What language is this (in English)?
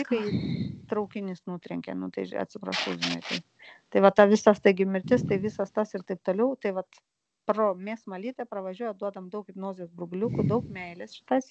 Lithuanian